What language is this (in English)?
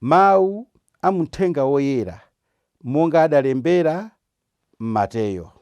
Nyanja